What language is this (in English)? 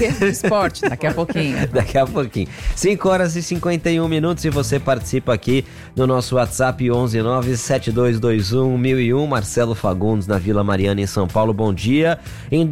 Portuguese